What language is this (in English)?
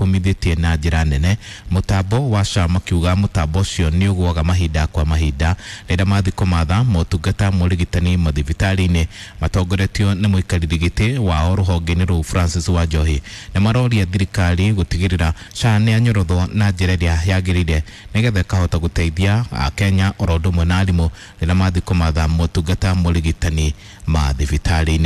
Kikuyu